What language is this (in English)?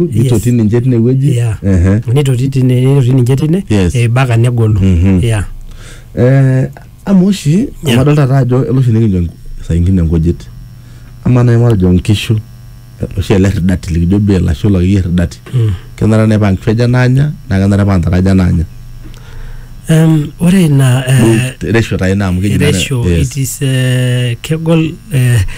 Masai